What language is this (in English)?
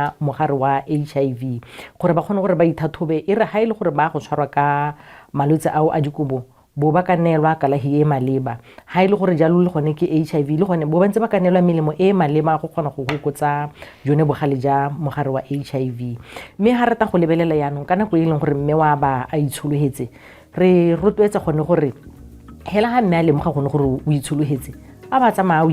Tswana